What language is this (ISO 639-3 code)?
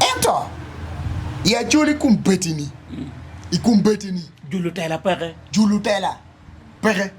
ach